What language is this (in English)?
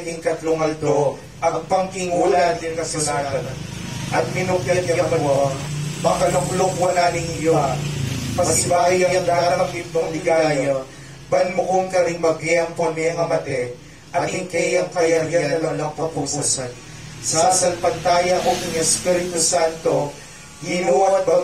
Pampanga